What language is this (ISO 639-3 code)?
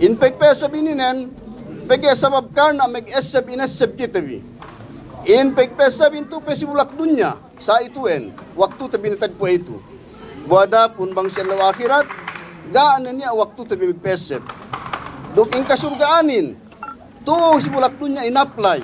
yka